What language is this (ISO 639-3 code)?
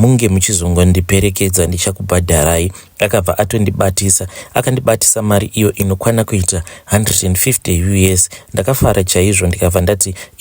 sna